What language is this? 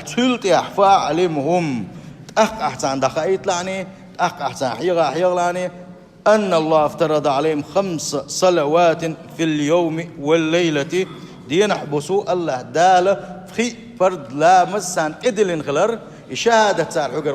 Chechen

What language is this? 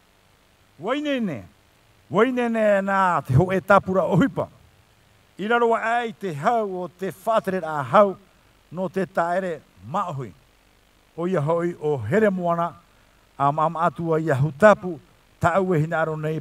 Tahitian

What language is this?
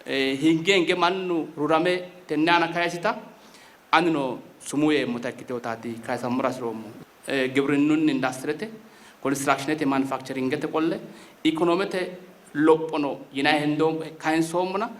Sidamo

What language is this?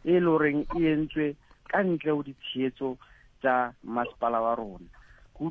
Southern Sotho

